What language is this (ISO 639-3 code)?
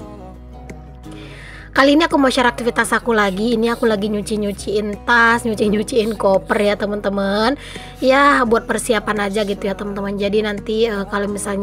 ind